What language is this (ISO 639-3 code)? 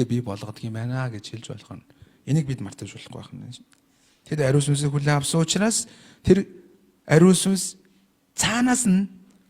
mon